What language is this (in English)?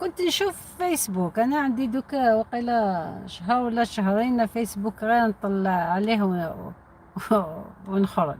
Algerian Arabic